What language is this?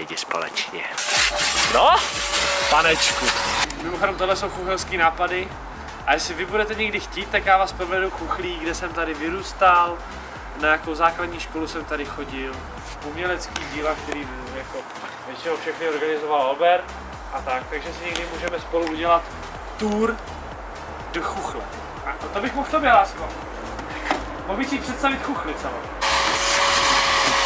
Czech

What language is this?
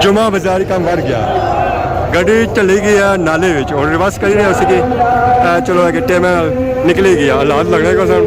Pahari-Potwari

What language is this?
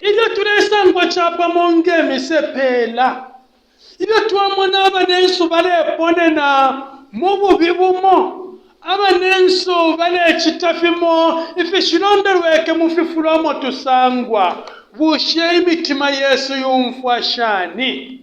Bemba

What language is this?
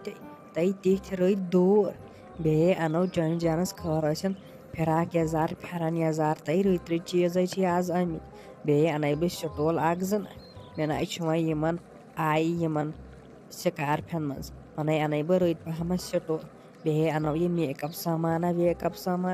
Kashmiri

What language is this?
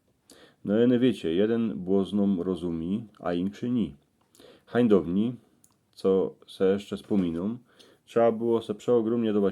Silesian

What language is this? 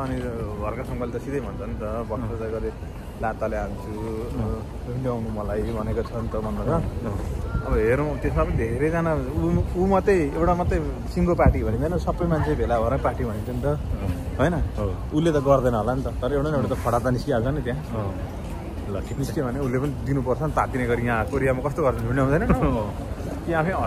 Nepali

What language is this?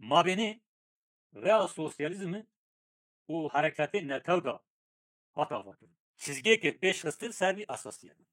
Kurdish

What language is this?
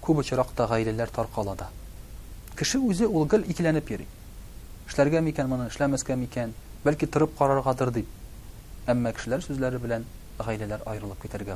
Tatar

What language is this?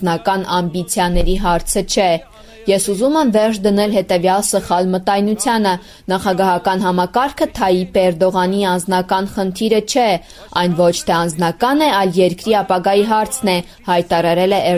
Armenian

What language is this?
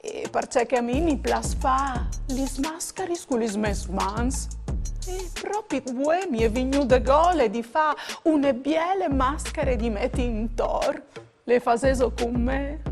Friulian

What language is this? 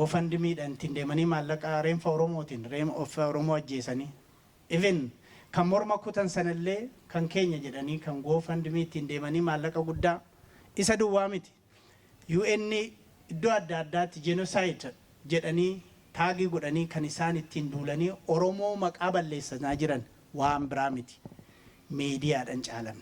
Oromo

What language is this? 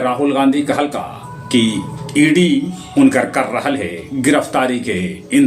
Magahi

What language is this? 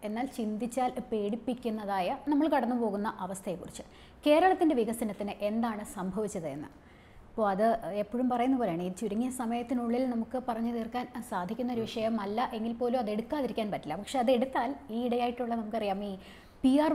Malayalam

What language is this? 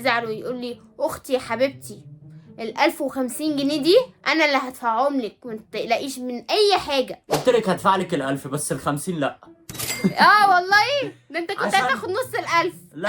Egyptian Arabic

